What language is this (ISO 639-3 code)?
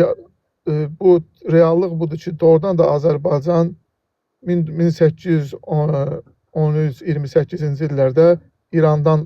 aze